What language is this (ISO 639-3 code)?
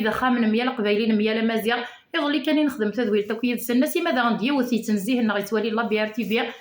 kab